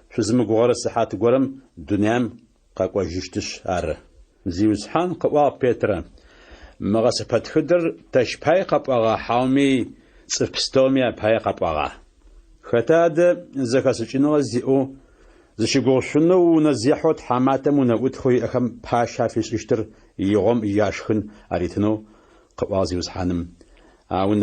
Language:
Adyghe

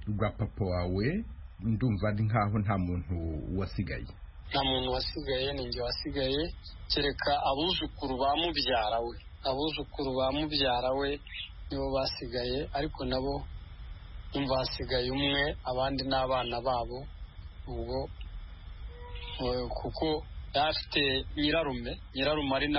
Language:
Kinyarwanda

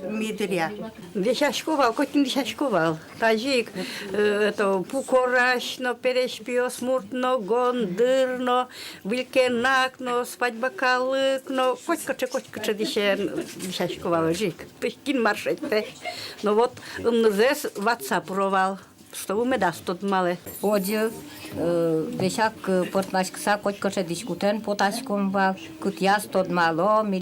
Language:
Udmurt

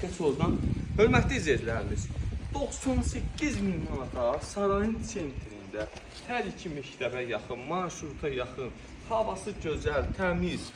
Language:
Azerbaijani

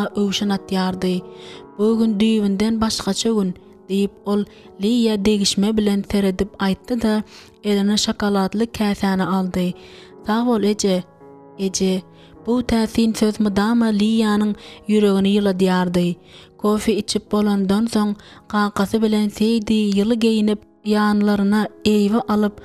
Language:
Turkmen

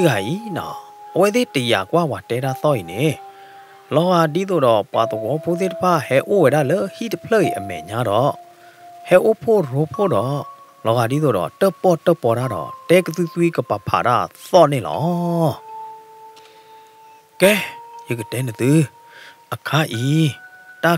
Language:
S'gaw Karen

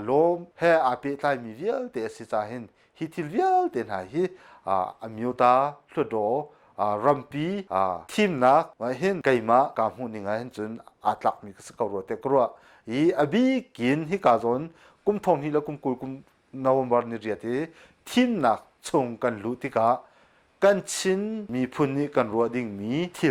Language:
Hakha Chin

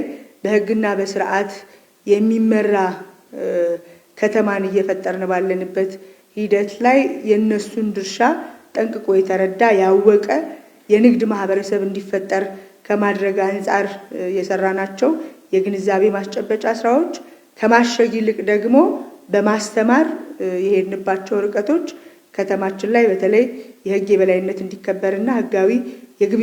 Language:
Amharic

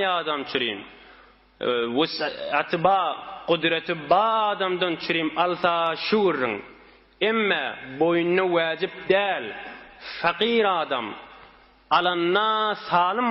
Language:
Turkmen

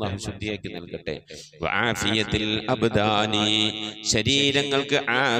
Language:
Malayalam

